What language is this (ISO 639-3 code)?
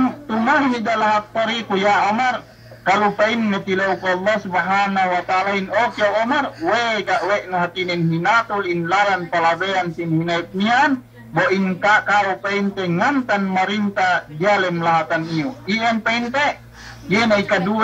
yka